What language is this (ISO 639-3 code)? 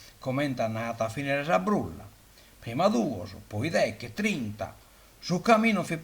srd